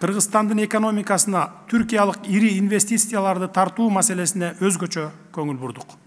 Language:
Kyrgyz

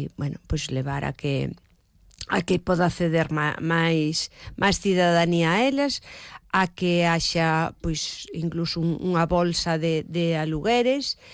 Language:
Galician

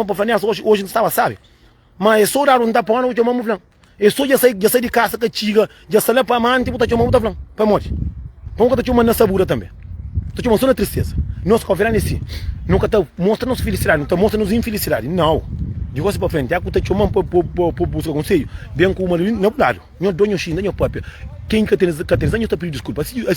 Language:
Kabuverdianu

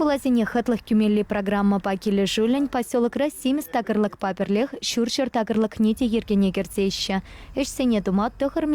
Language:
Chuvash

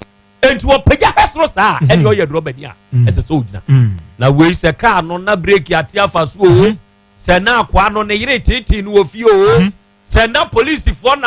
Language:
Akan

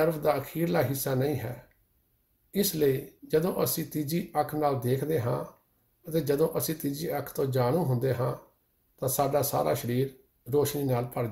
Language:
Punjabi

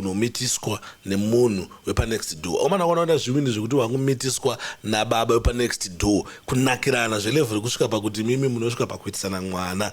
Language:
Shona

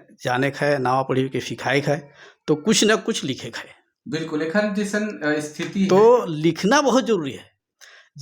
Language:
Sadri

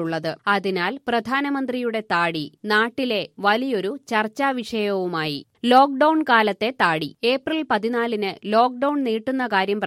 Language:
Malayalam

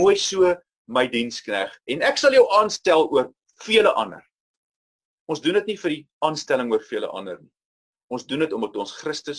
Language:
Afrikaans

